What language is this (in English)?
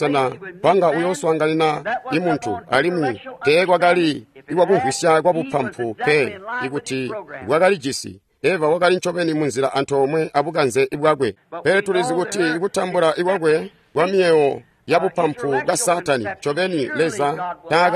Tonga (Zambia)